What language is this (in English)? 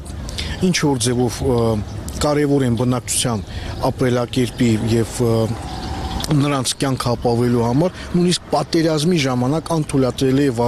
Armenian